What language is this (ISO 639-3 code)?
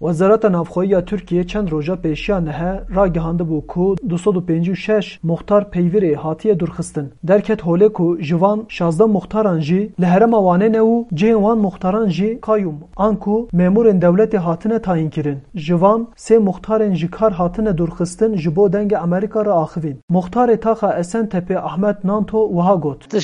kur